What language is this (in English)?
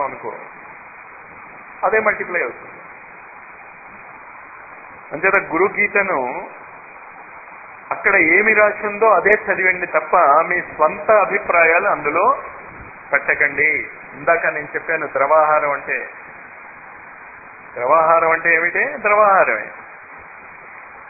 Telugu